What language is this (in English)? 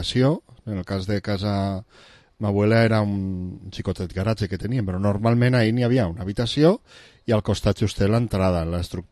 Catalan